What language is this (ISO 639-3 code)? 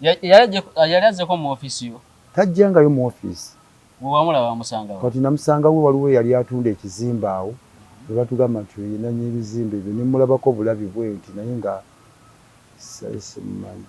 lug